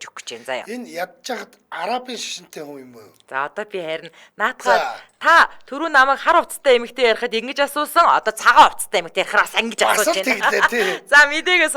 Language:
Mongolian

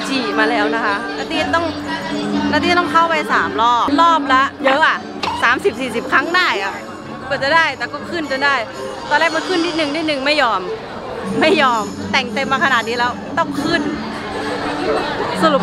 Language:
Thai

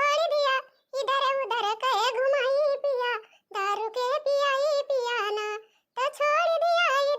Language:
Awadhi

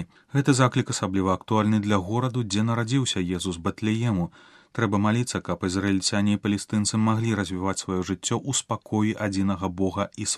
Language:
Belarusian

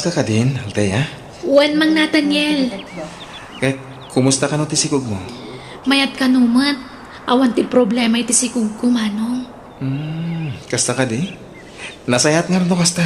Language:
Iloko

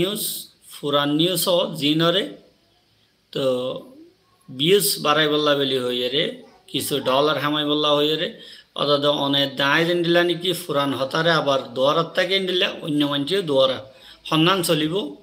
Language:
Rohingya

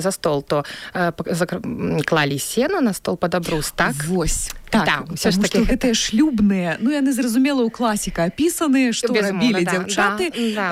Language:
Belarusian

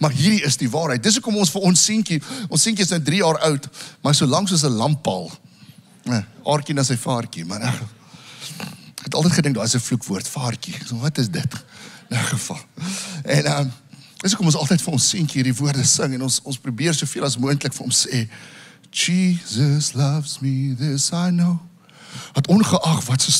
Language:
Afrikaans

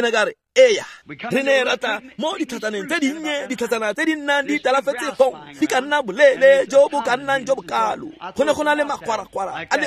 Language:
Tswana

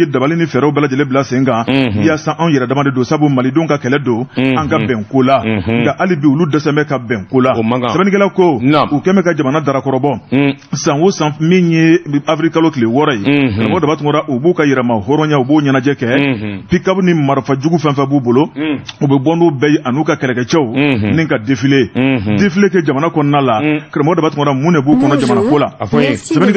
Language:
Bambara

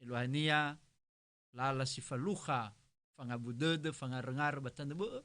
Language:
Nias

